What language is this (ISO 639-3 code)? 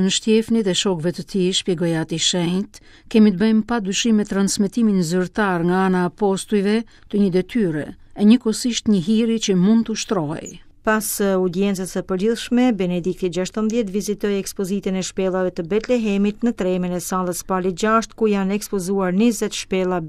sqi